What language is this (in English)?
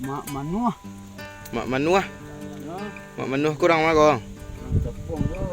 Minangkabau